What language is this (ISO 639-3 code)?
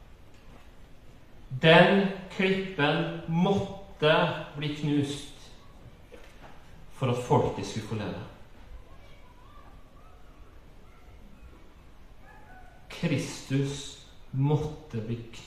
nor